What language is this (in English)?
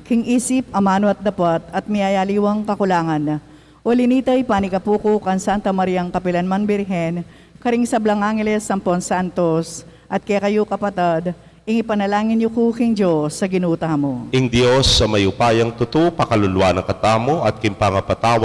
Pampanga